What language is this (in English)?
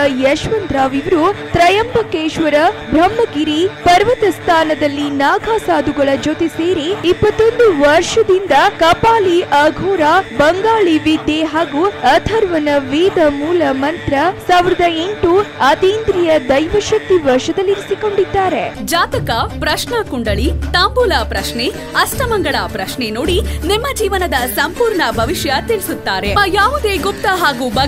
Kannada